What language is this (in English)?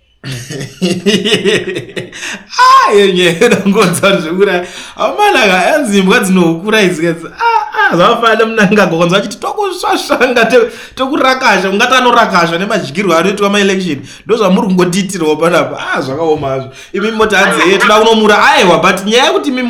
Shona